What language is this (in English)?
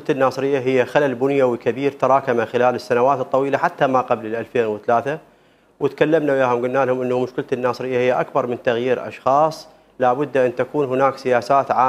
Mesopotamian Arabic